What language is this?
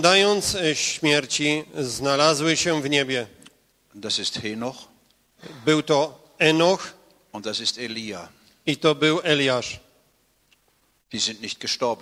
Polish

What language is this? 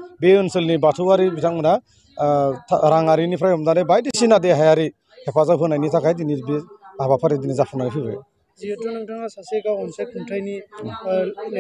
Bodo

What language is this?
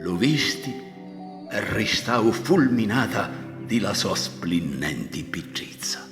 Sicilian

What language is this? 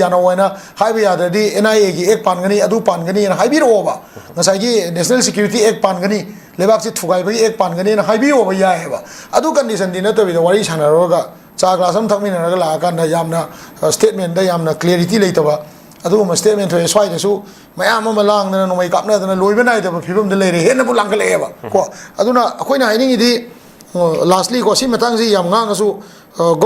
Manipuri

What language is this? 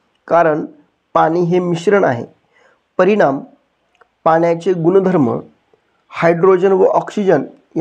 Marathi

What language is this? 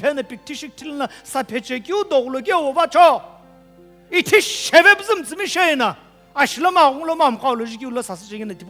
Sumi Naga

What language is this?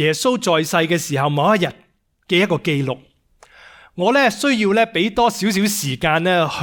Cantonese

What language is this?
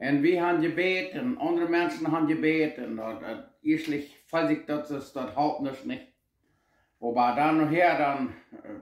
Plautdietsch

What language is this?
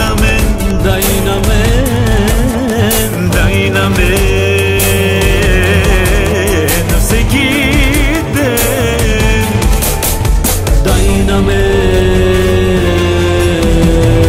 Bulgarian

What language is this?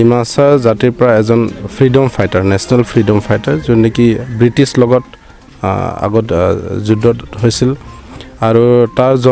Karbi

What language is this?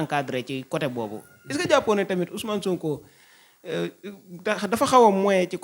Wolof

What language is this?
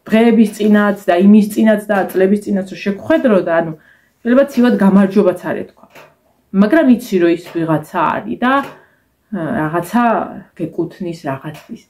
Georgian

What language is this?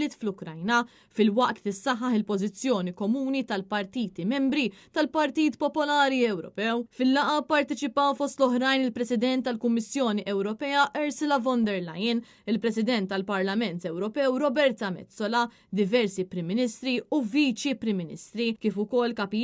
Maltese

